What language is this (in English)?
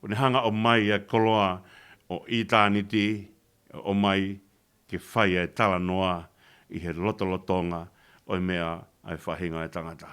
Tongan